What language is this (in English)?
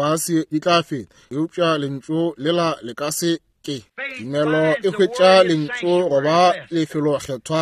Northern Sotho